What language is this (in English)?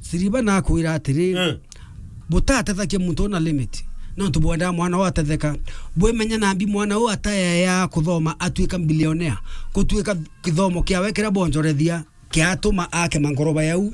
Meru